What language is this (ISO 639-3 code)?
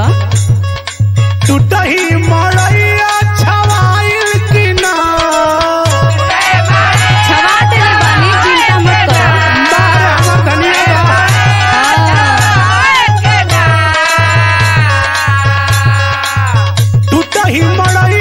bho